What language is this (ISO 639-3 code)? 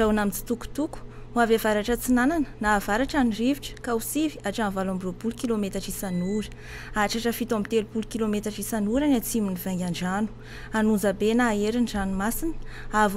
mlg